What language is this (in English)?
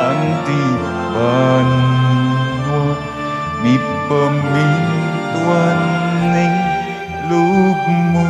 Pampanga